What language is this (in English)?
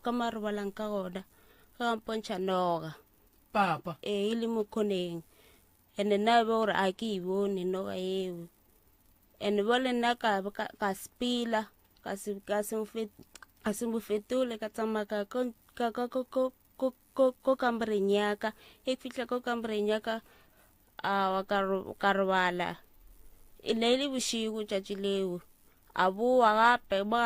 Northern Sotho